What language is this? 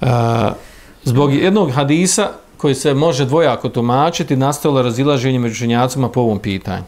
Bosnian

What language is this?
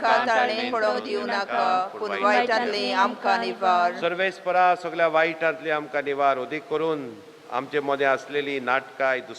Konkani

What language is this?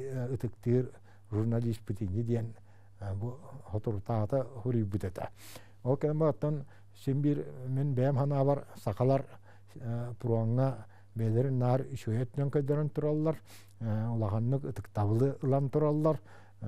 Yakut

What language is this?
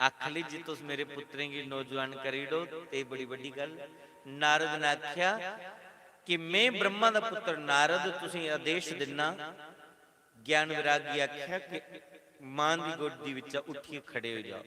Dogri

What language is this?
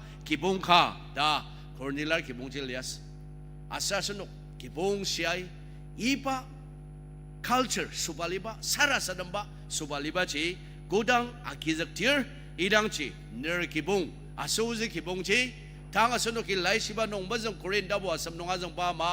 Ao Naga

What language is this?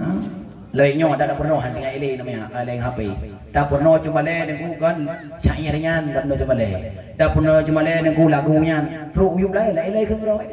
Achinese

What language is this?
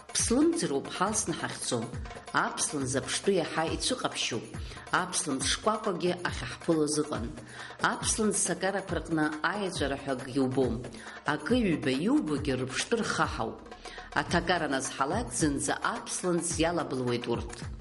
Abkhazian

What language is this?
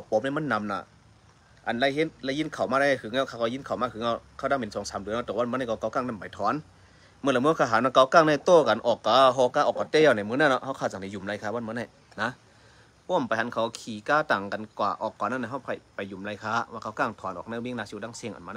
Shan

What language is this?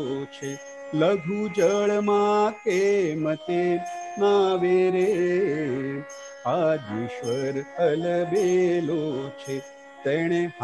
Gujarati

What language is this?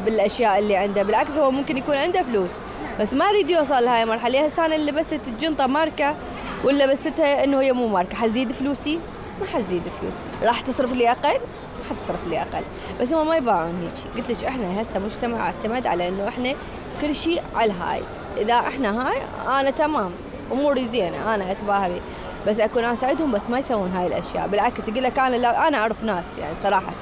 Mesopotamian Arabic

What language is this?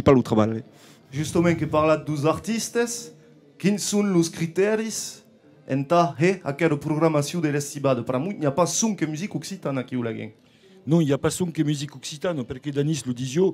Occitan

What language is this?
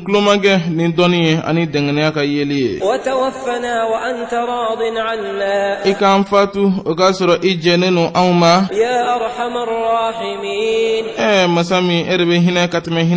Bambara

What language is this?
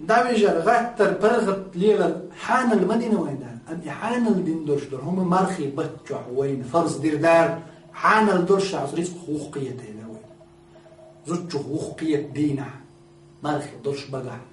Chechen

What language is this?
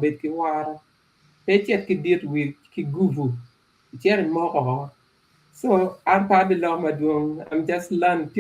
Acoli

